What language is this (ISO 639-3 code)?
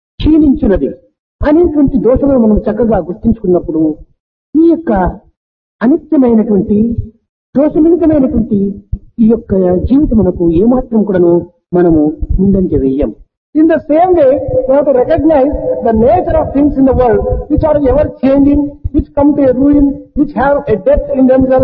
tel